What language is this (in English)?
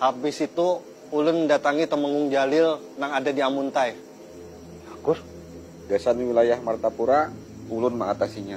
Banjar